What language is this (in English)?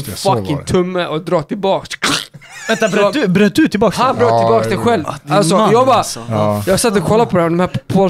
Swedish